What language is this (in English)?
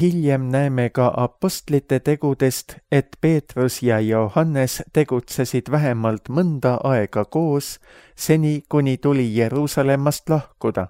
Estonian